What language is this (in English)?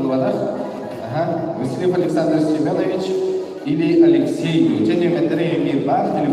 Yakut